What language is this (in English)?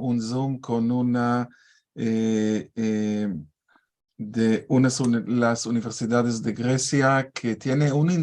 Ladino